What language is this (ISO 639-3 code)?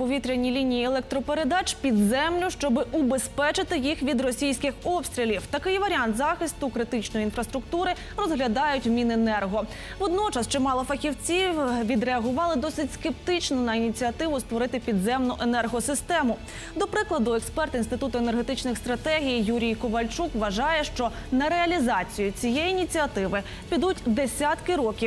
ukr